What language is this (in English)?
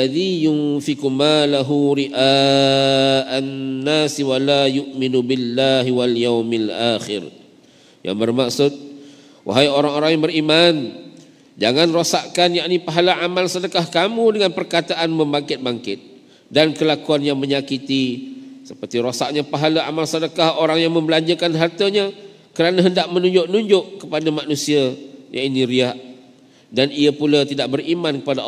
Malay